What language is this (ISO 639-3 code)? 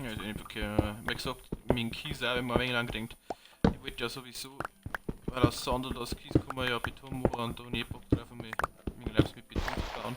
bar